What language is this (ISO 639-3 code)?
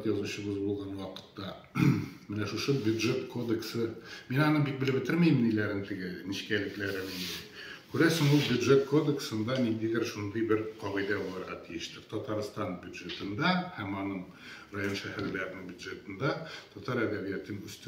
tat